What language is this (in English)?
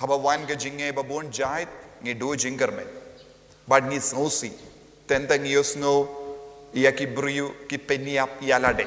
Khasi